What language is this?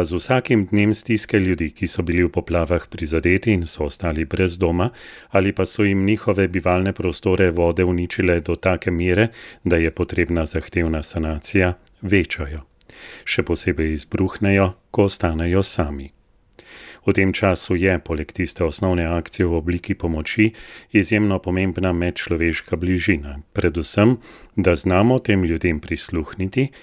Slovenian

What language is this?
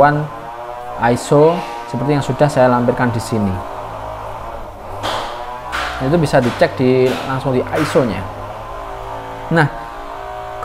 Indonesian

